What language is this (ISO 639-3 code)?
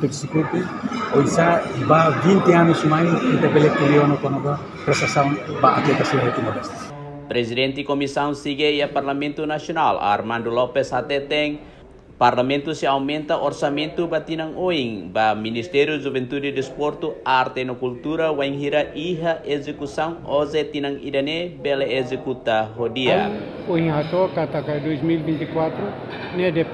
tet